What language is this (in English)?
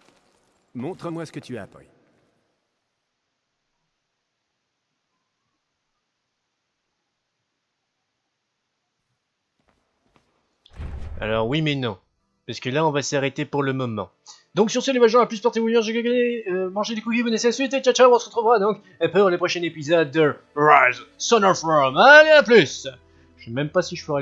French